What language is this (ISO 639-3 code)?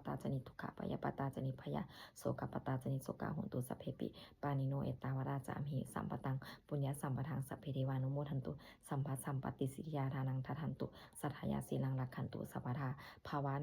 pli